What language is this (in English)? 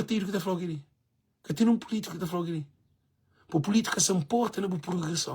Kabuverdianu